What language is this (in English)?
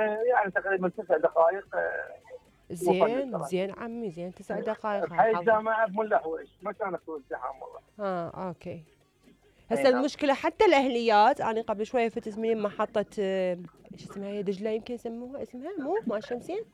Mesopotamian Arabic